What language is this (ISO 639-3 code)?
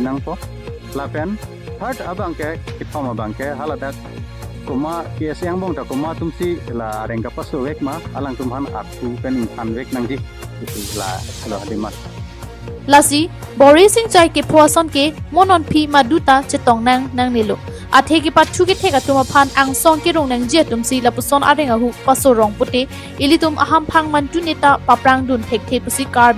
mjw